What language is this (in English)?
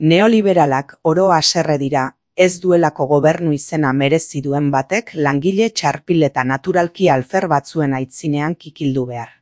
Basque